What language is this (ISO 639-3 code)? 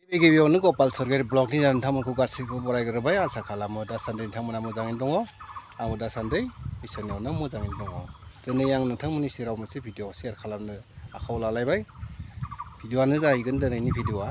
brx